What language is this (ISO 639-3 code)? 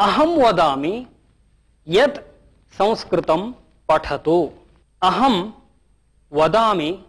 san